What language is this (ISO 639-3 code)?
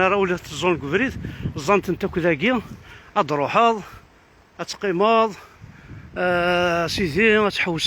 kab